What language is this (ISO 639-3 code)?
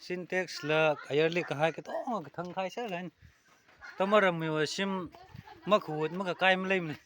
nmf